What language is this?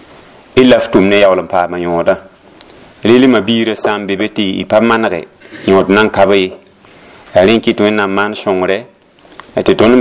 Mossi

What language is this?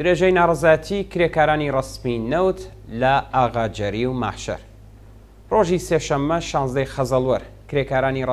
Central Kurdish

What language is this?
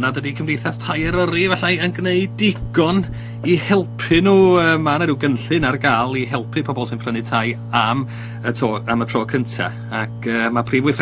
Welsh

